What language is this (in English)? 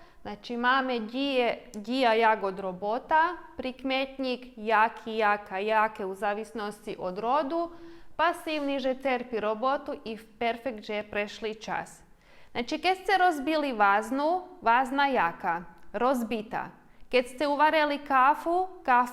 Rusyn